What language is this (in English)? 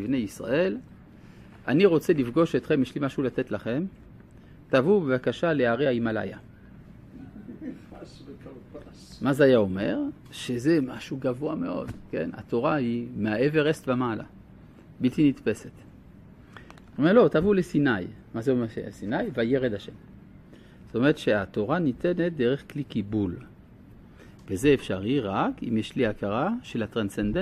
Hebrew